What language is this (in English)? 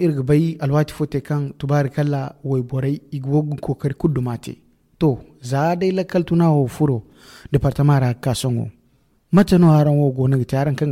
Zarma